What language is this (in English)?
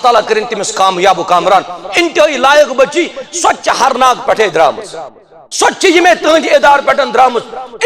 Kashmiri